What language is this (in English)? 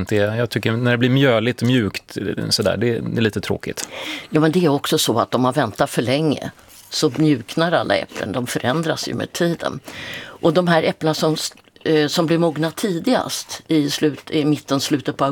Swedish